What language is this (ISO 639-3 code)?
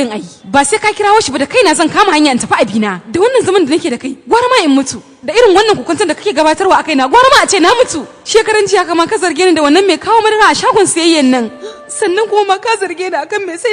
hau